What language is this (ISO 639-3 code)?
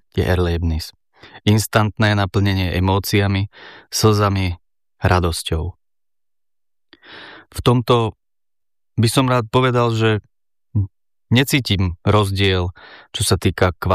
slk